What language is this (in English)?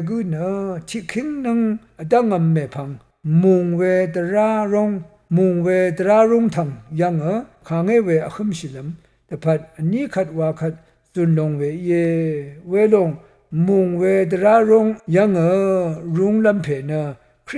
Rawang